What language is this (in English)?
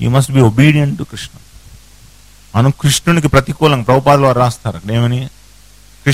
Telugu